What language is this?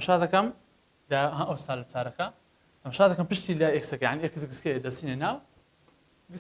Central Kurdish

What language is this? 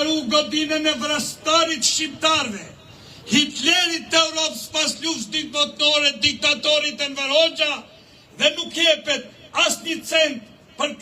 Albanian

